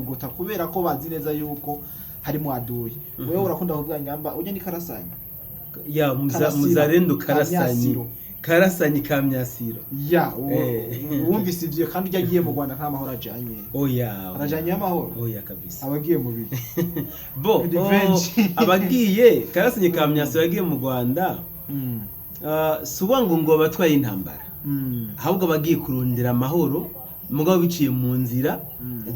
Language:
Rundi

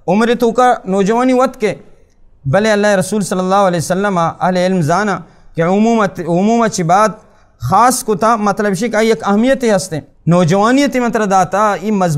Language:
Baluchi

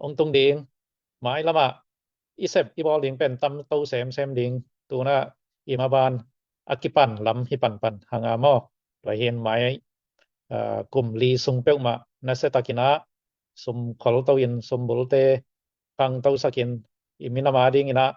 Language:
Tedim Chin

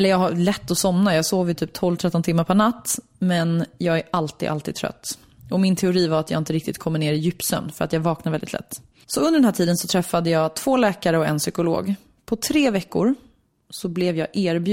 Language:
Swedish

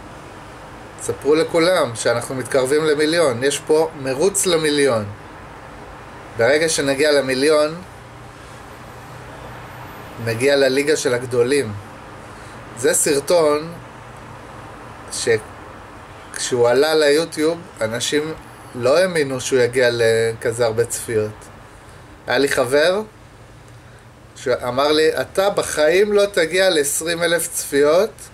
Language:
Hebrew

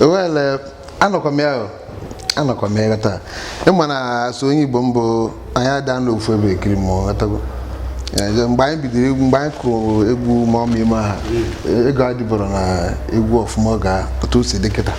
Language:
Igbo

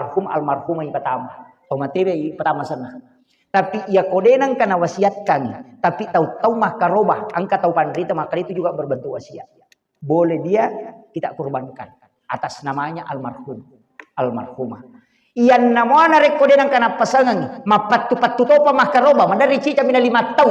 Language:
Buginese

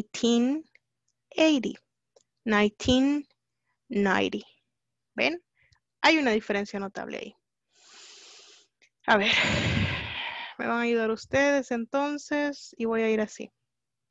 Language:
Spanish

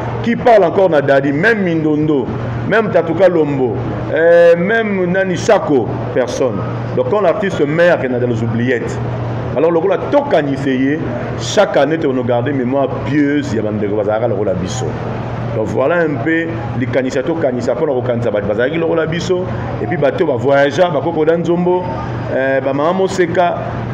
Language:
Lingala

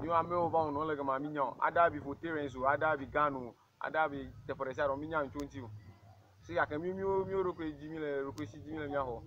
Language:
Ewe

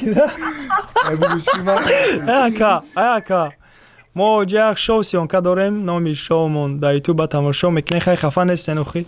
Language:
Tajik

